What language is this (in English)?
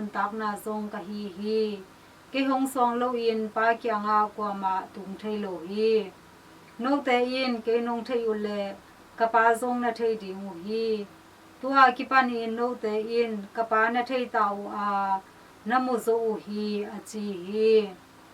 Tedim Chin